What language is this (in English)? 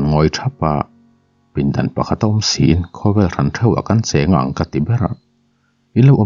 Mizo